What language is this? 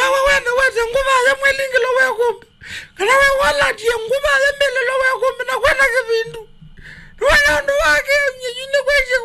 Kamba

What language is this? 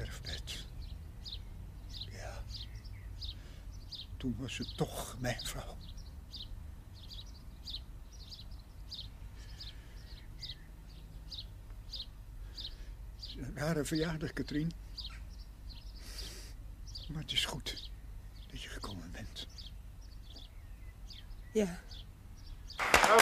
Dutch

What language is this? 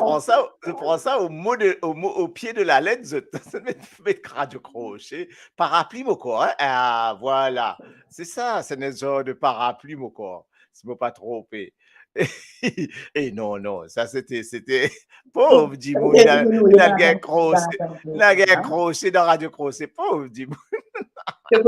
Morisyen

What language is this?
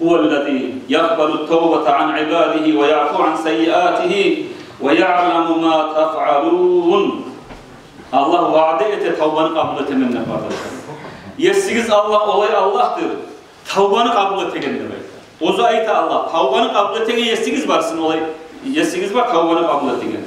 Kumyk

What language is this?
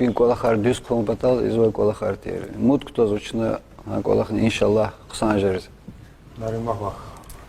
Lezghian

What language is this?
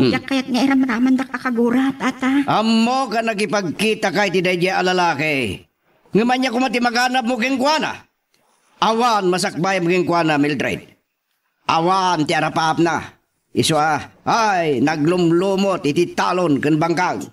Iloko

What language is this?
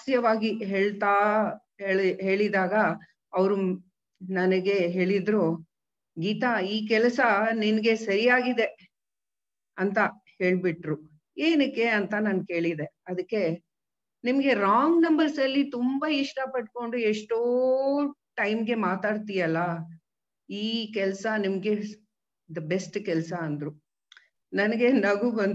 Kannada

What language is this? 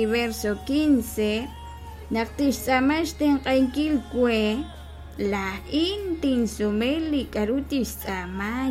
Kekchí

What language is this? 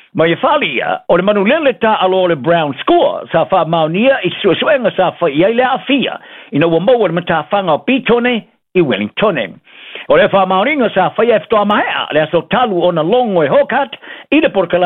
Samoan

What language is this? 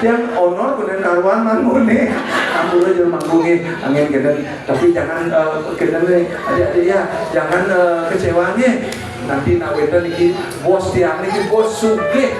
Balinese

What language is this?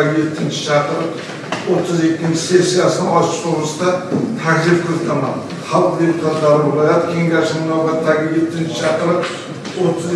Uzbek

